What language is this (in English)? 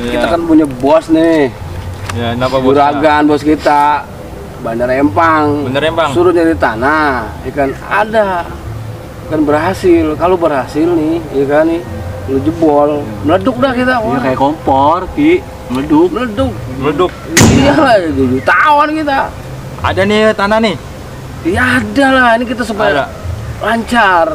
Betawi